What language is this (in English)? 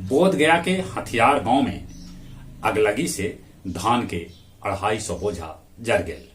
Magahi